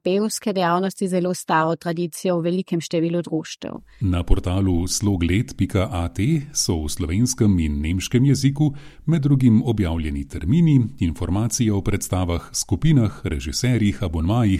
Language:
Slovenian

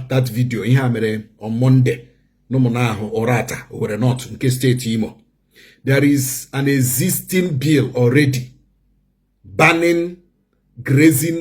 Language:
Igbo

